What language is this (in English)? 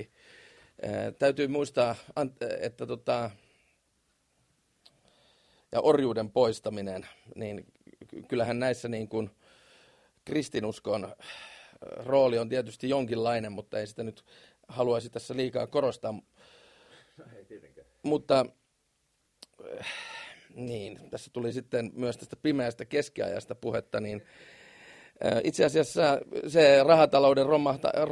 Finnish